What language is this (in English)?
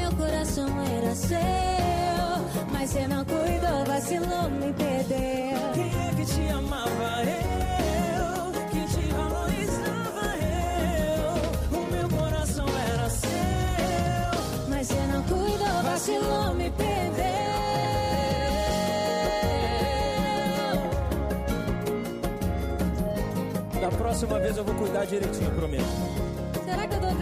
Portuguese